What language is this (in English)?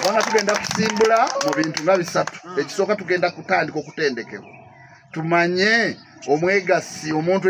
Ganda